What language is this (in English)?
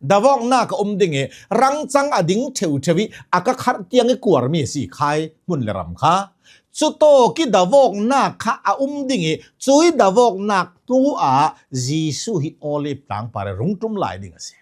Hakha Chin